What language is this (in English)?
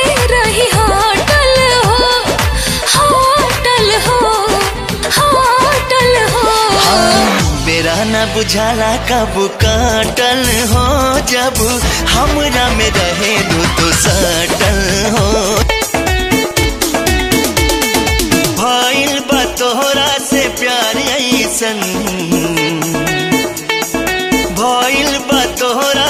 Bhojpuri